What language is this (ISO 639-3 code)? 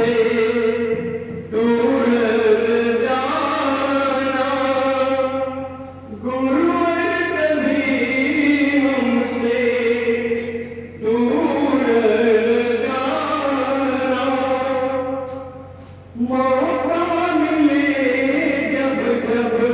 hin